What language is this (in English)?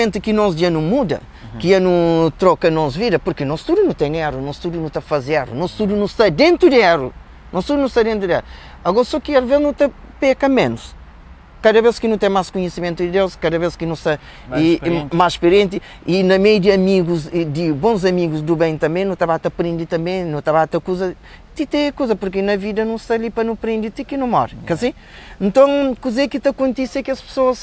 Kabuverdianu